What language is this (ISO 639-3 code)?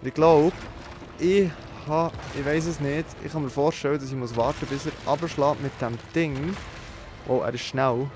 gsw